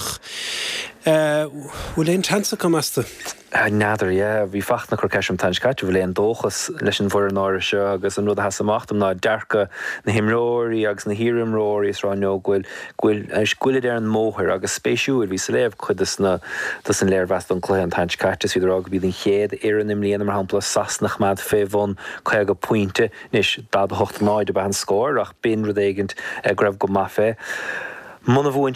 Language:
Irish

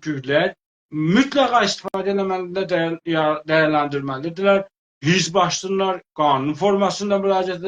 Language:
South Azerbaijani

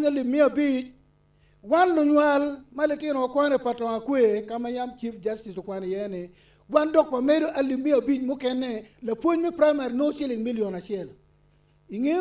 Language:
Acoli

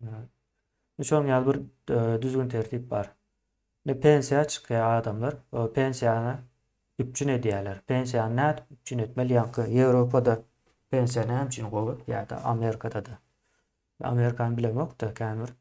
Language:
Turkmen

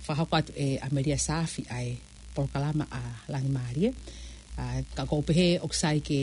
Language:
Tongan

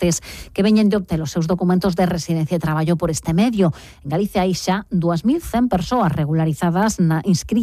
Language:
Galician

